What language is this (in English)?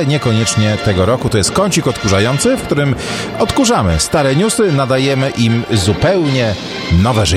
Polish